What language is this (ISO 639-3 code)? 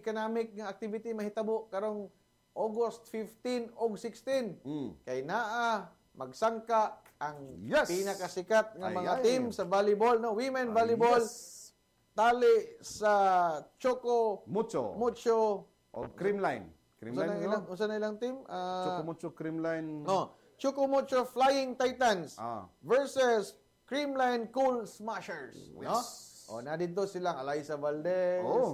ceb